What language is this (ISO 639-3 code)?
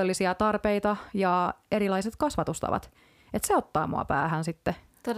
fin